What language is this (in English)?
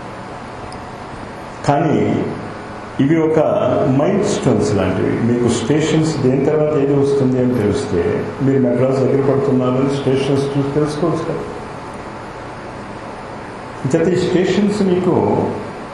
Telugu